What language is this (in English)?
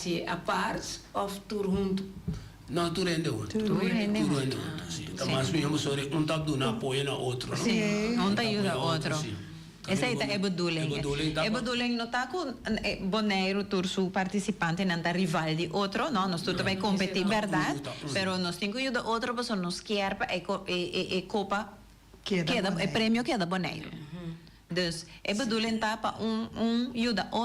Papiamento